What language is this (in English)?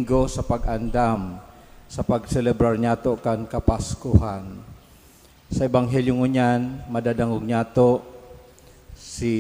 Bikol